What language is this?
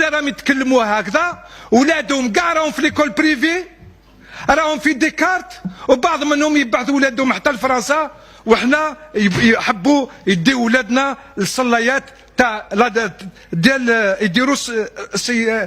Algerian Arabic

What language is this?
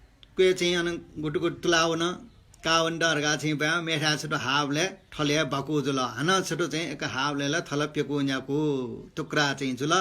Newari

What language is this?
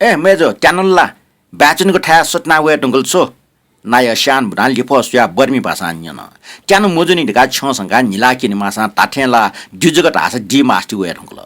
Newari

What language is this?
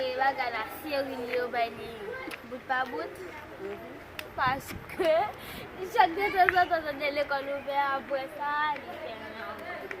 Haitian Creole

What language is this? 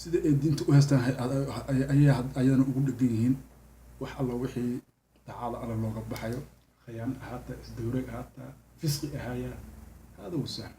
Somali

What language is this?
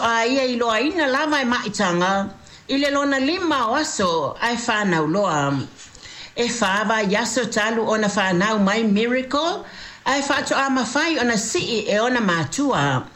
Samoan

